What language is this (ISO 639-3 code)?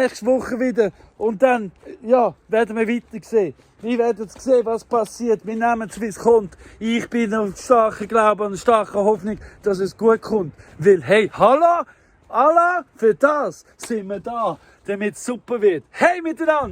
gsw